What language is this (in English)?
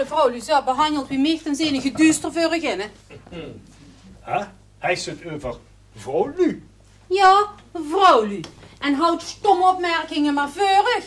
Limburgish